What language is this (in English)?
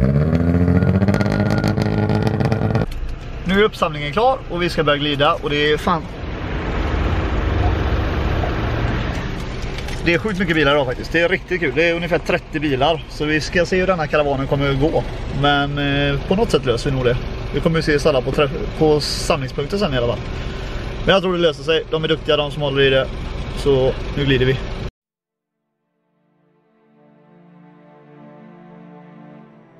Swedish